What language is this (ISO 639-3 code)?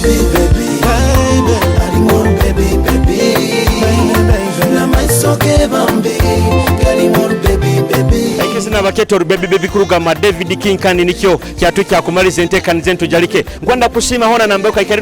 nyo